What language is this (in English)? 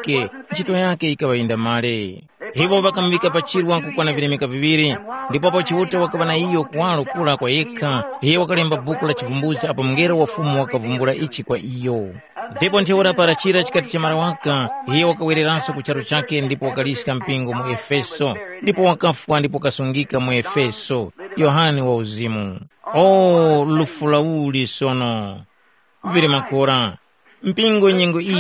Tumbuka